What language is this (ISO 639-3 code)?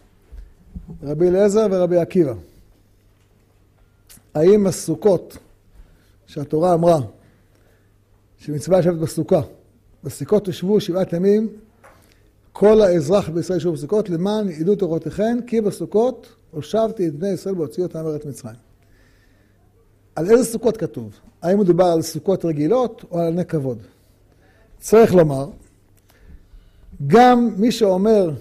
heb